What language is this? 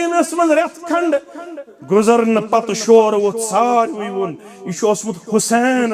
Kashmiri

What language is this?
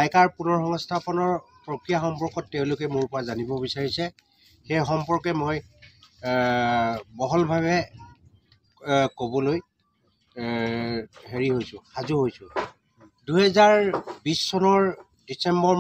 Assamese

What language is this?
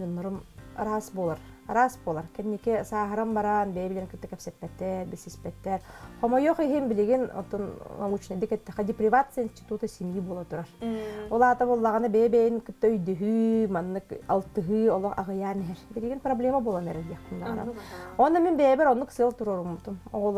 Yakut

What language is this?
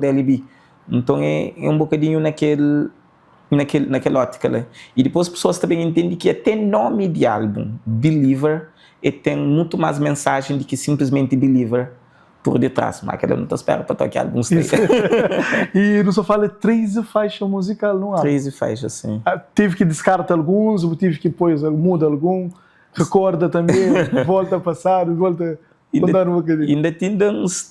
Kabuverdianu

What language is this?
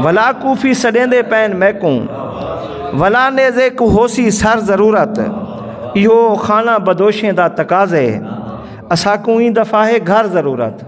Saraiki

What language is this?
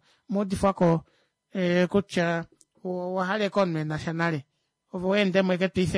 Kuanyama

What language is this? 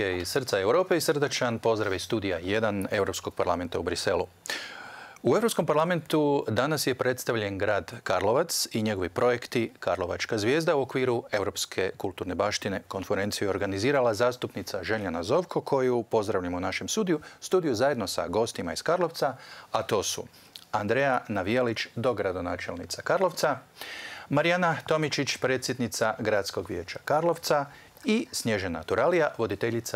Croatian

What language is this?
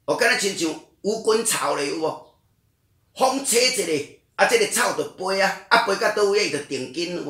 Min Nan Chinese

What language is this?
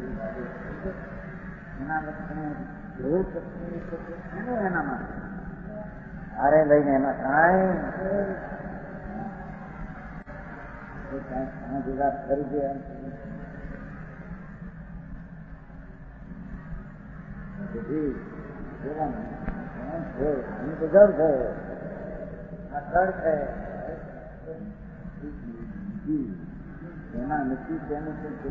Gujarati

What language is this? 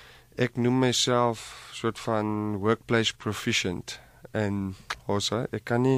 Afrikaans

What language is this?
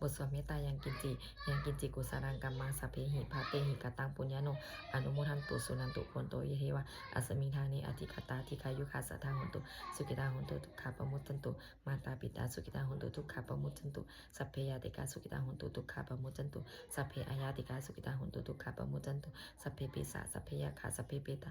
Pali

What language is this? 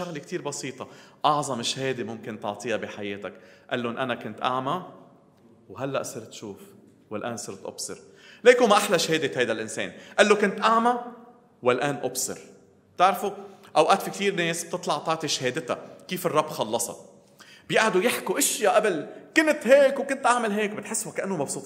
North Levantine Arabic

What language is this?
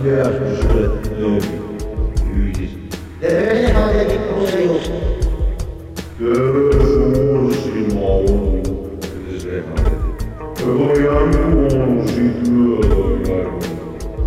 Estonian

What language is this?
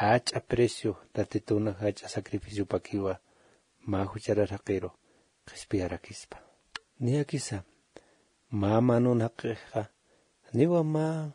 Aymara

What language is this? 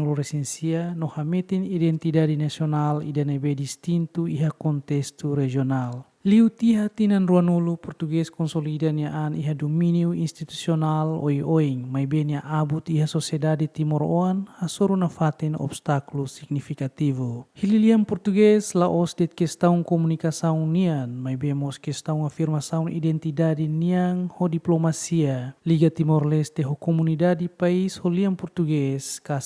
Tetum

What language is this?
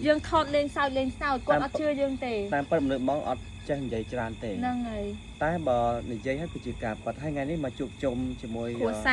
Khmer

